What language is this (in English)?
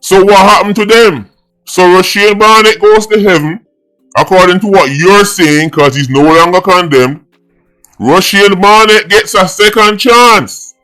Jamaican Creole English